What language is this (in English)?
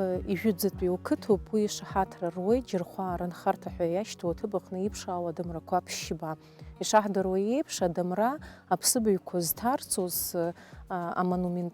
Abkhazian